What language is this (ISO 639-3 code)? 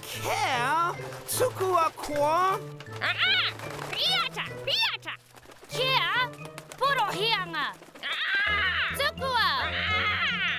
mri